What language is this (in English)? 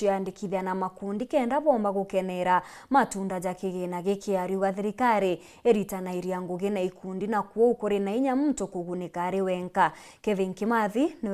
Meru